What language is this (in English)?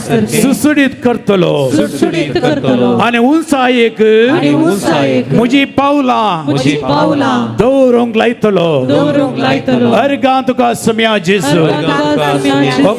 Konkani